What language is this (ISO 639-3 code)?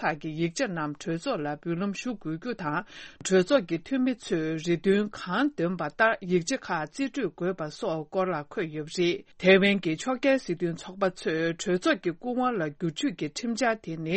bod